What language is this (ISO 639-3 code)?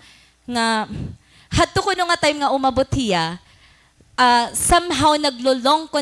war